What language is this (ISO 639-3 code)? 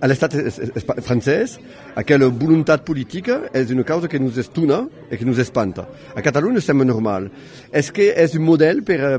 oci